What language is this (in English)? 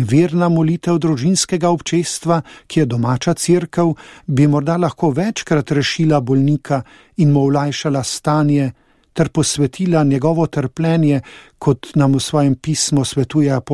Slovenian